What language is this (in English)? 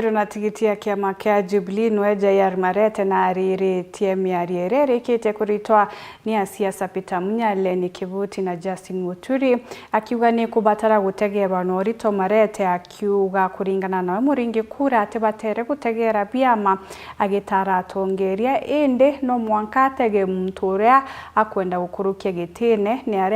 Meru